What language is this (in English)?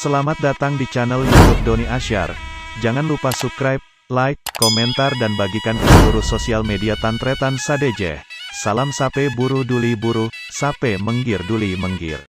Madurese